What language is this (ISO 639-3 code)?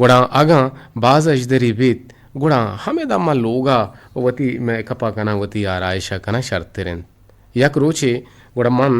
bgp